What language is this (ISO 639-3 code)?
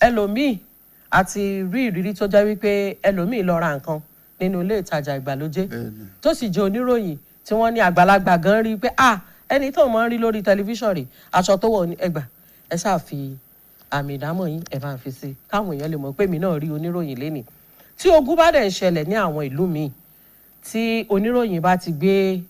yor